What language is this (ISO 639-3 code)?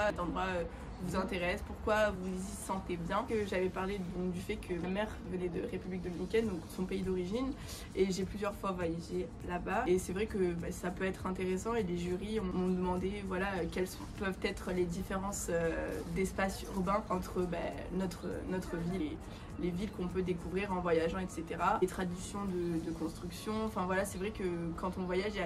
fra